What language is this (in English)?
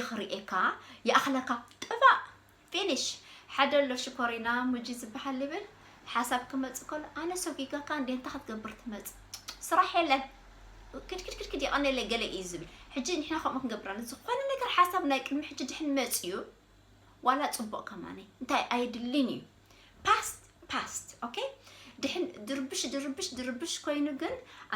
Tigrinya